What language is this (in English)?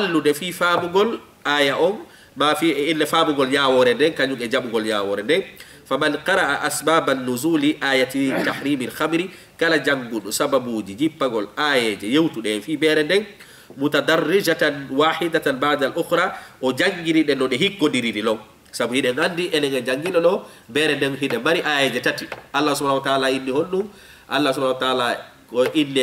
Fula